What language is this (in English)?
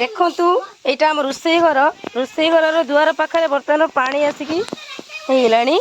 Odia